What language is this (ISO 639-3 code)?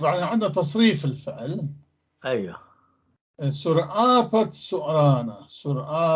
apc